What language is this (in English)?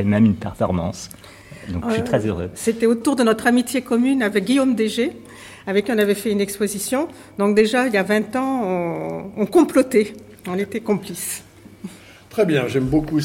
French